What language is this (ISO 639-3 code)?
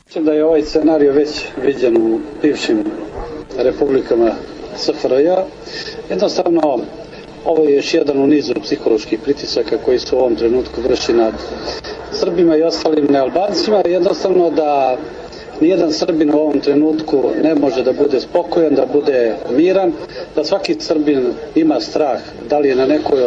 srp